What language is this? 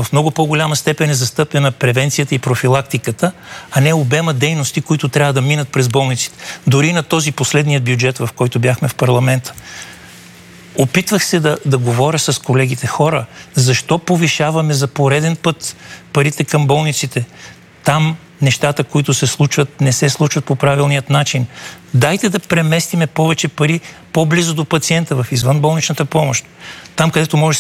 Bulgarian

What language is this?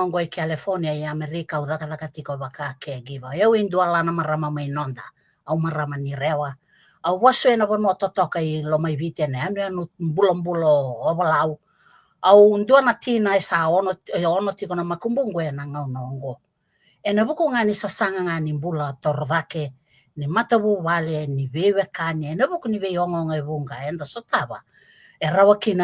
Fijian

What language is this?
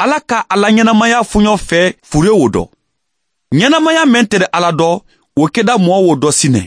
Bambara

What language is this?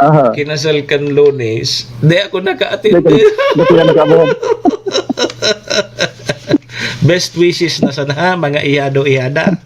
Bikol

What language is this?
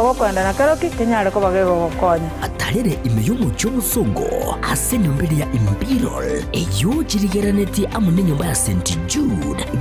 Gusii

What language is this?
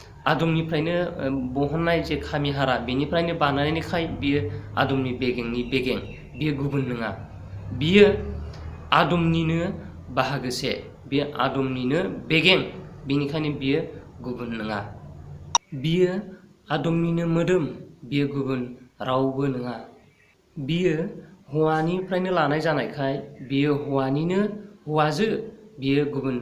Bodo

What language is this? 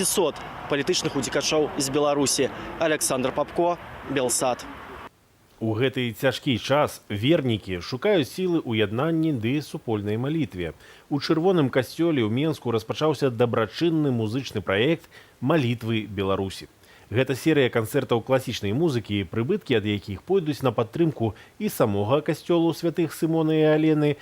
Belarusian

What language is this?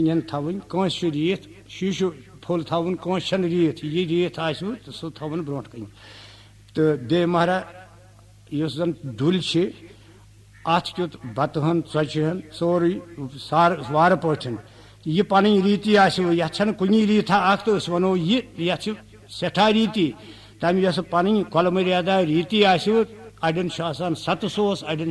Kashmiri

